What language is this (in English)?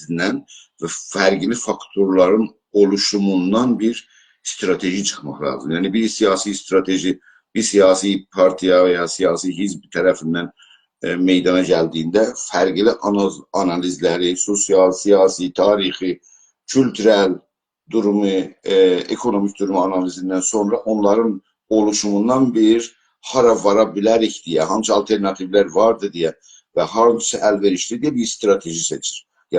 South Azerbaijani